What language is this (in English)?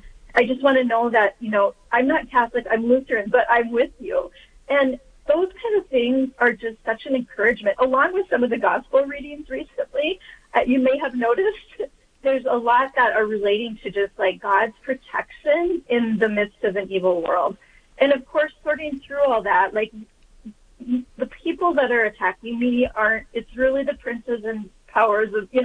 English